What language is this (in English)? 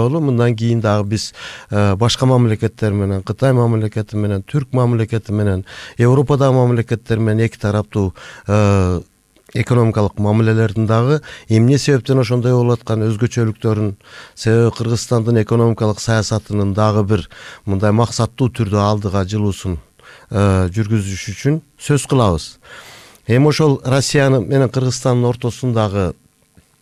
Kyrgyz